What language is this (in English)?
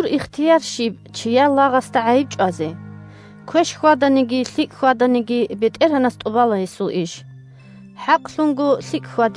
Avaric